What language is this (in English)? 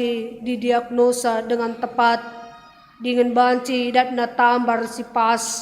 Batak Karo